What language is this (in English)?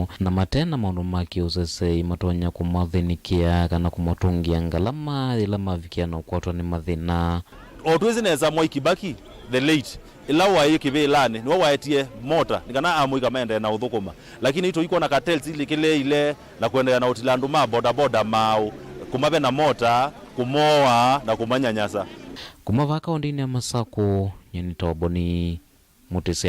Kamba